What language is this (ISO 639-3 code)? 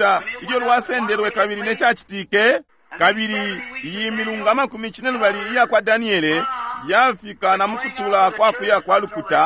bem